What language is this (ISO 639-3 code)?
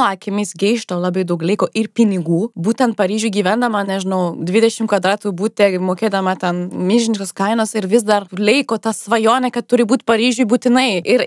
lit